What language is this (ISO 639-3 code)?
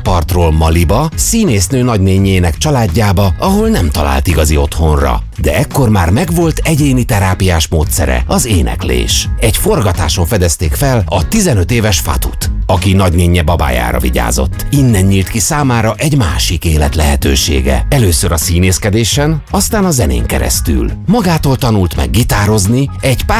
hun